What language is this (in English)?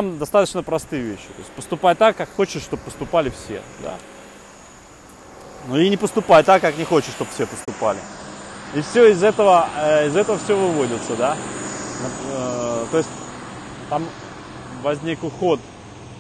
Russian